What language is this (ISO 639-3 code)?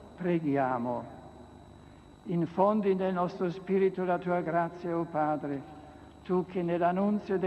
ita